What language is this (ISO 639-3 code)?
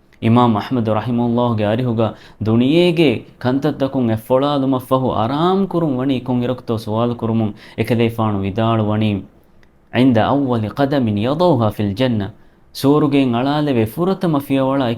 div